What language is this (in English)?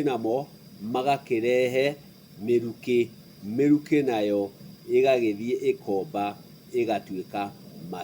Kikuyu